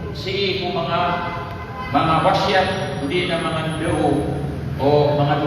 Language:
Maranao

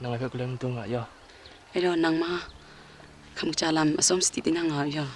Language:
Kachin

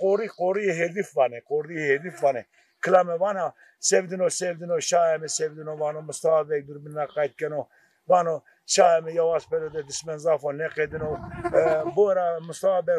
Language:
Zaza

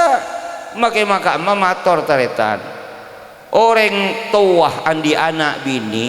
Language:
Madurese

